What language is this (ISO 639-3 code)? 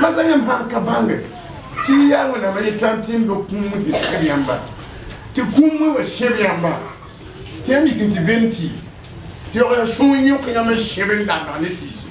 mos